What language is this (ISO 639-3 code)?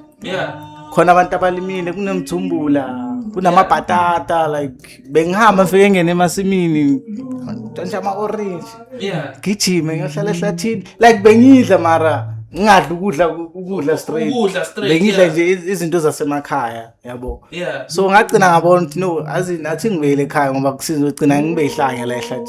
zul